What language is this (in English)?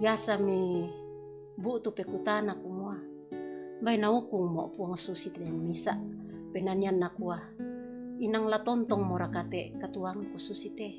Toraja-Sa'dan